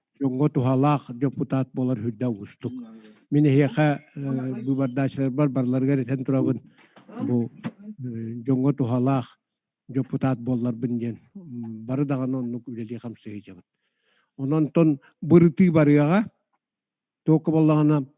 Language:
Yakut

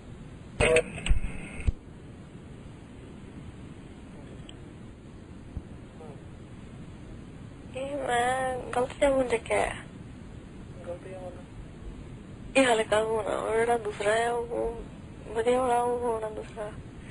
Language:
Punjabi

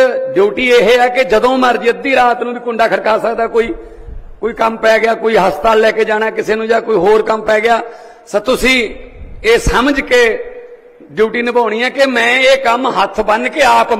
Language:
Punjabi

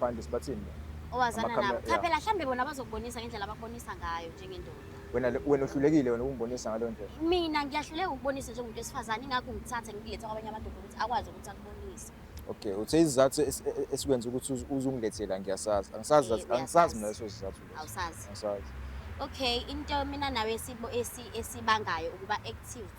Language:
Zulu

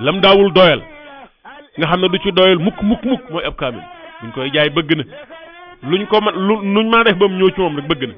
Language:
Wolof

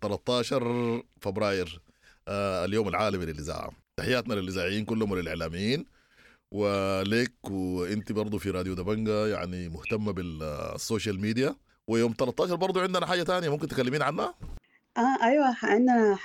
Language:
Sudanese Arabic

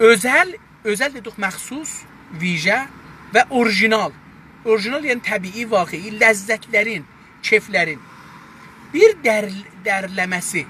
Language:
South Azerbaijani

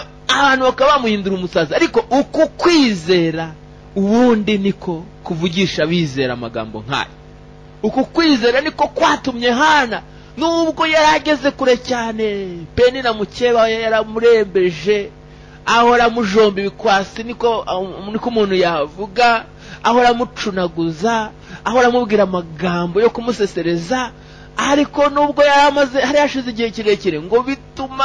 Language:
Kinyarwanda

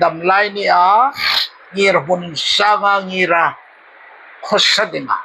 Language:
Hmar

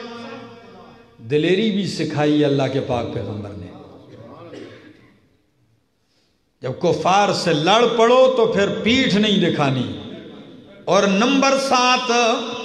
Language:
Urdu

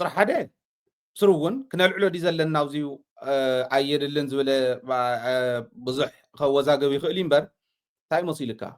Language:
Tigrinya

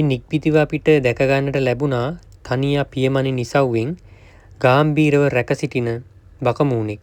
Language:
Sinhala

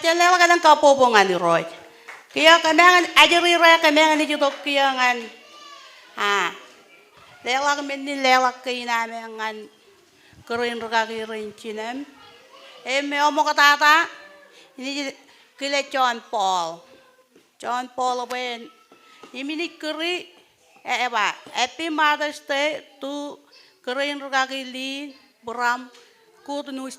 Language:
Marshallese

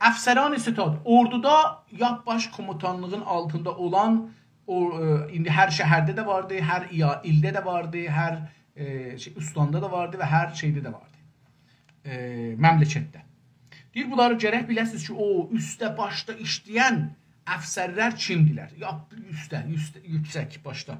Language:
South Azerbaijani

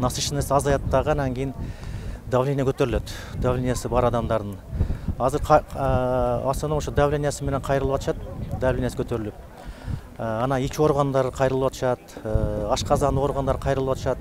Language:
Kyrgyz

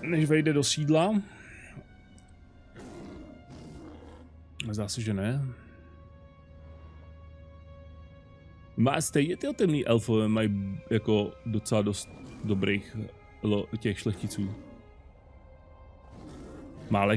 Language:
Czech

